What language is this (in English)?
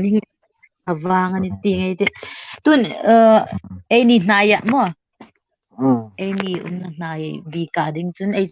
Hmar